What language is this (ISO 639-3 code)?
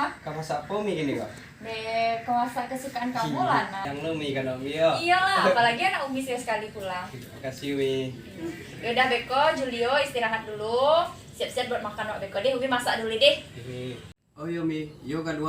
min